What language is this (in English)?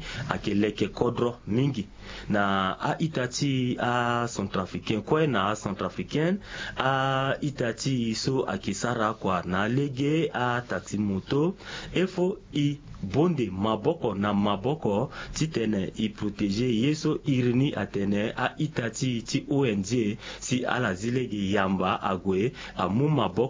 Sango